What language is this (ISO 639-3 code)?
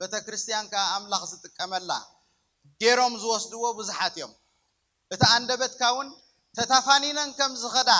tir